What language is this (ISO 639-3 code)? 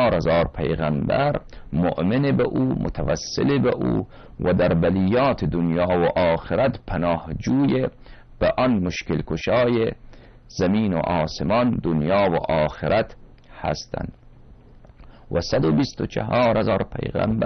fas